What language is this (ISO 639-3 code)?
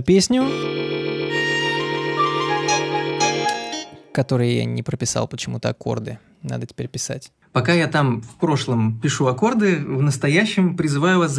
rus